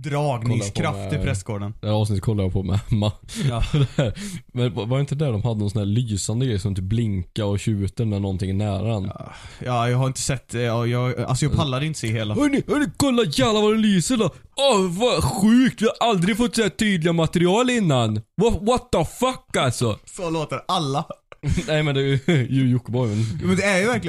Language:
Swedish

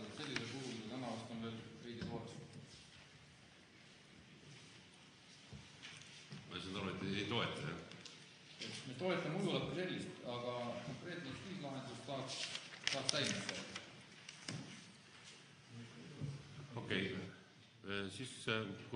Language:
Estonian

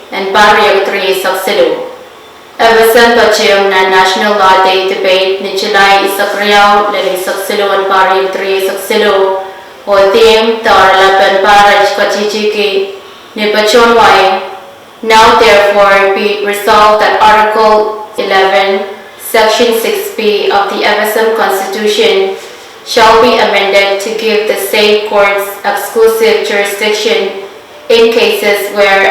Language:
Pohnpeian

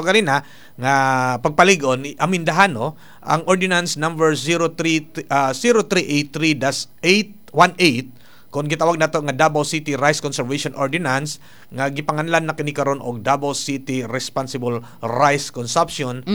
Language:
Cebuano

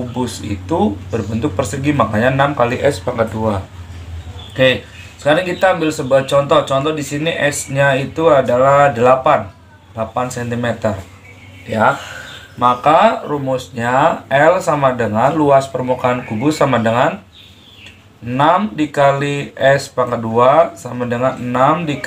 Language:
Indonesian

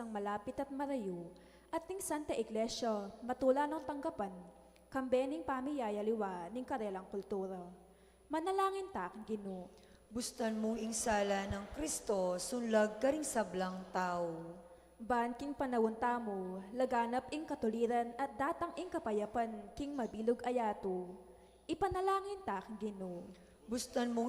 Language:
Pampanga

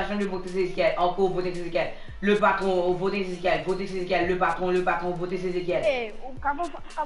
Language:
Morisyen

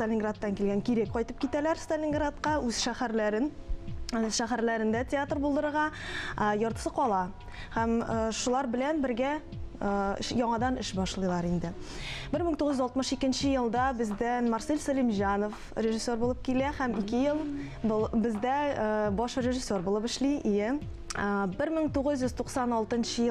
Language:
Tatar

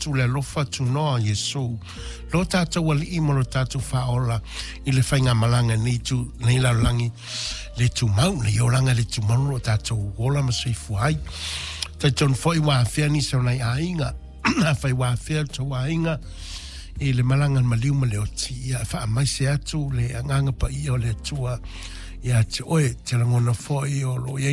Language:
Samoan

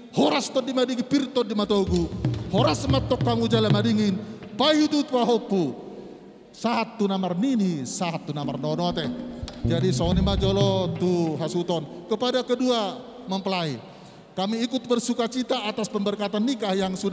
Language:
Batak Toba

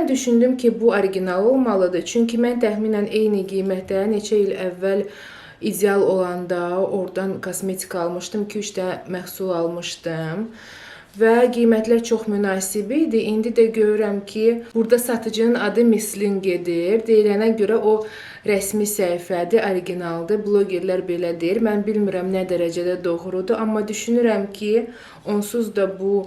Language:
Azerbaijani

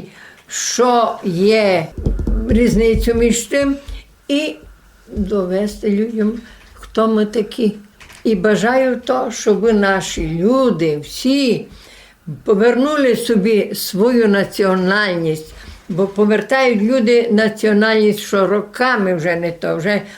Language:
Rusyn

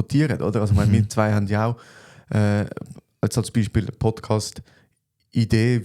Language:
Swiss German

